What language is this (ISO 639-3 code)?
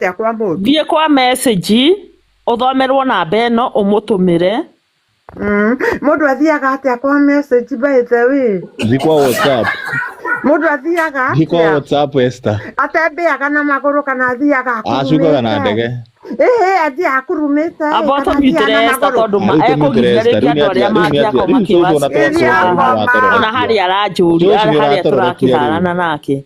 kik